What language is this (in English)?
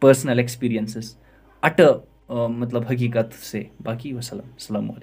Kashmiri